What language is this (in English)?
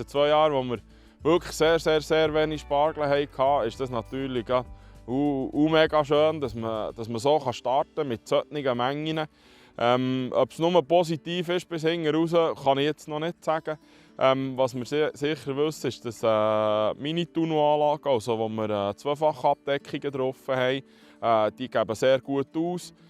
Swiss German